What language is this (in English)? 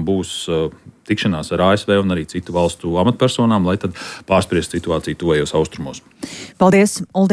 Latvian